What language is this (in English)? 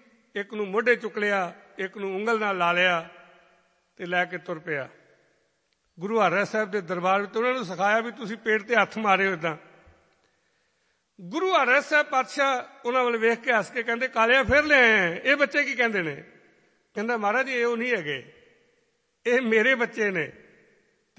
Punjabi